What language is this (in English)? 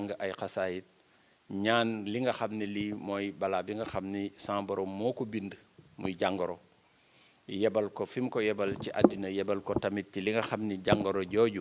Wolof